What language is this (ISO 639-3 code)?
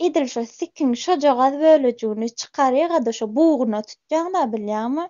tuk